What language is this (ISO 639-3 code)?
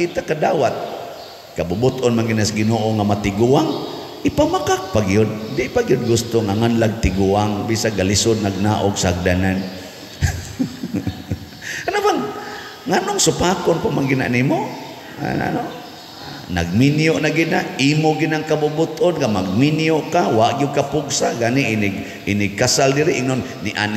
ceb